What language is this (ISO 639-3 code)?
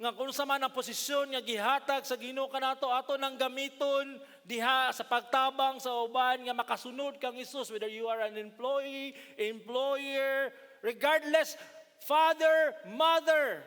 ceb